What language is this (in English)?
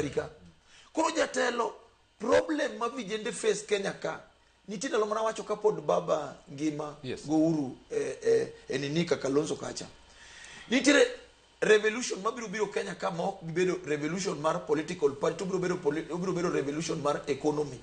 Luo (Kenya and Tanzania)